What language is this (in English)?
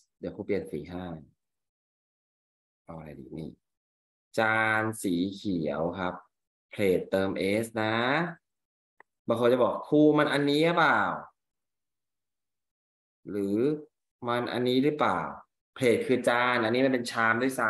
Thai